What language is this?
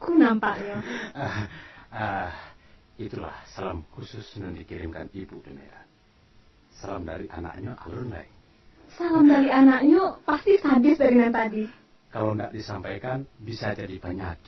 Minangkabau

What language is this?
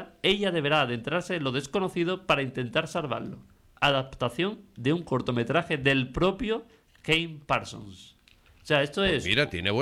Spanish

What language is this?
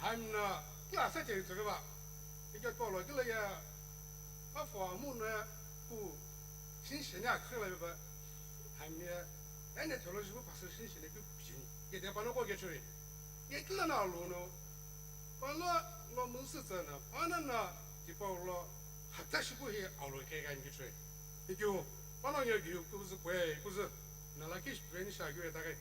Sumi Naga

